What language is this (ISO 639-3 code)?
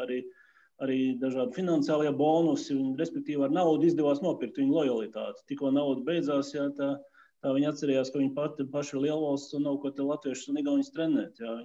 lav